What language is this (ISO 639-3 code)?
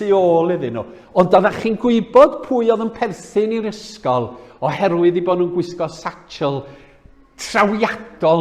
cym